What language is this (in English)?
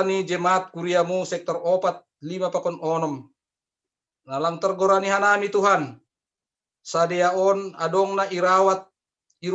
Batak Simalungun